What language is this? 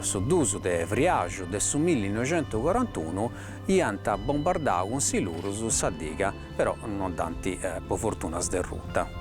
Sardinian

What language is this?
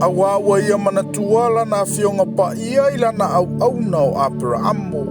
Samoan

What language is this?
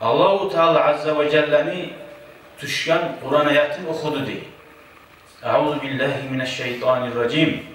Kumyk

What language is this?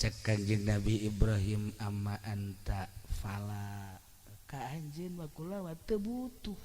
Sundanese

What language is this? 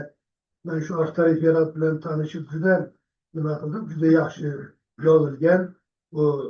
Uzbek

